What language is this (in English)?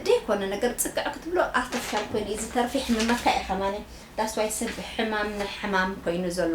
Tigrinya